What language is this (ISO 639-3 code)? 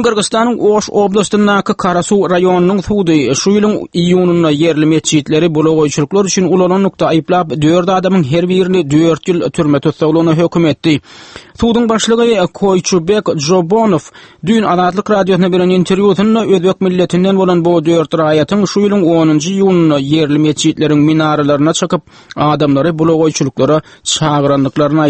tuk